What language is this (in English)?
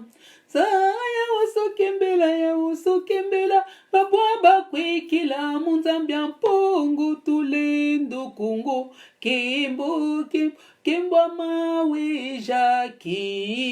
Lingala